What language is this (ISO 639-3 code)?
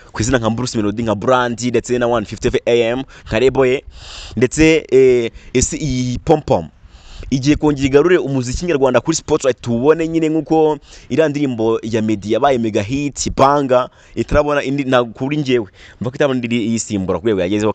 kin